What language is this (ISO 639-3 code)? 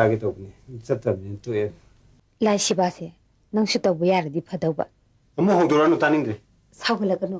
mni